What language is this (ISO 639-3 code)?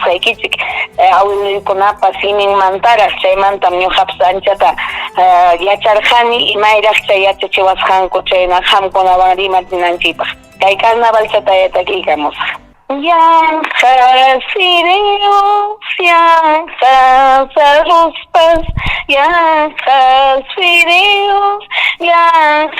quy